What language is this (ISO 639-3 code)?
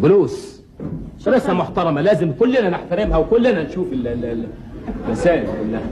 arz